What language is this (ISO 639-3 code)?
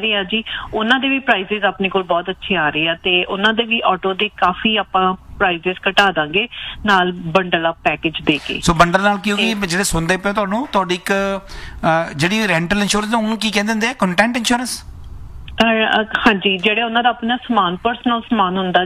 pan